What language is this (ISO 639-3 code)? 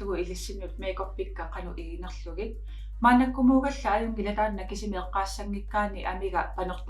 kal